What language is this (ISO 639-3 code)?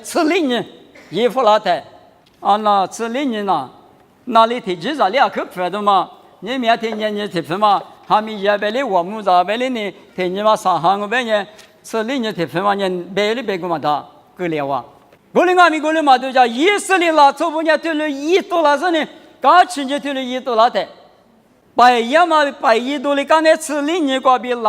lis